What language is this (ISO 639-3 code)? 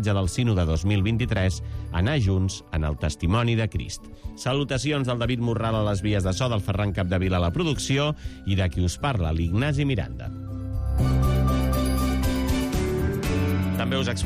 cat